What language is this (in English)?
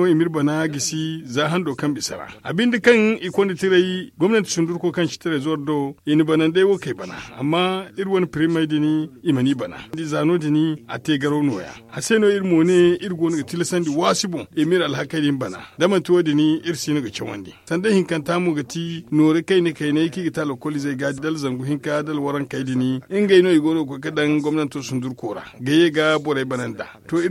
Zarma